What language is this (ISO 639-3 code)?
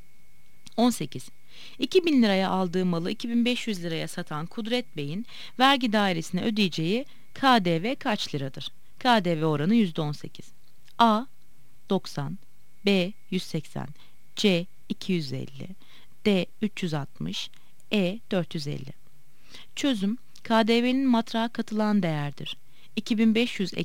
tur